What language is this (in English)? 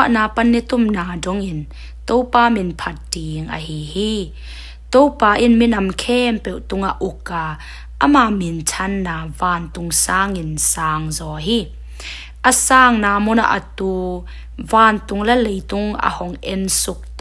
Tedim Chin